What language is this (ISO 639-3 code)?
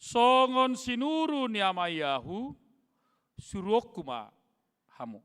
bbc